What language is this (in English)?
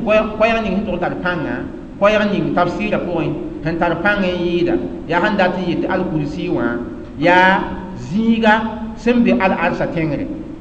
Mossi